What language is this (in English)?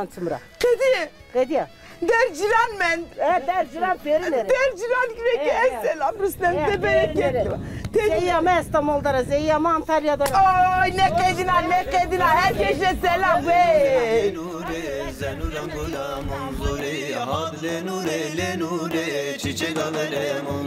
Zaza